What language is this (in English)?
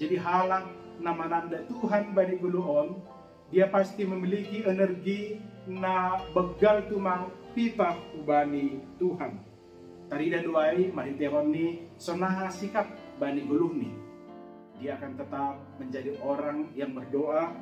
Batak Simalungun